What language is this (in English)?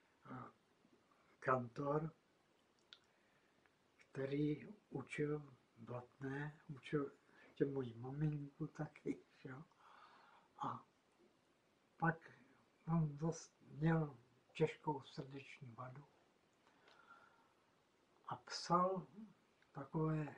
Czech